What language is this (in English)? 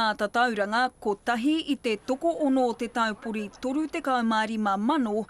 Māori